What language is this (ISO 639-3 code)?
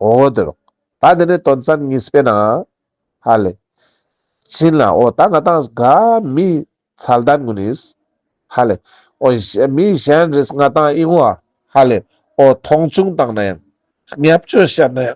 lbj